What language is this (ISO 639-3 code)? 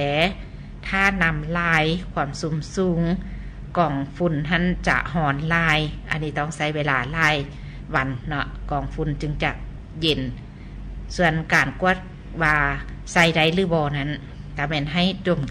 lao